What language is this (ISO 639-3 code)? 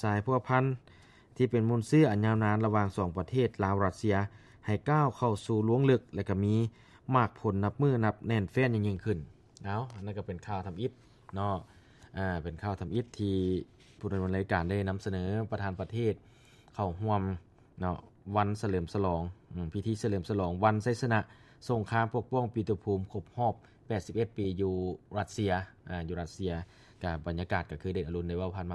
lao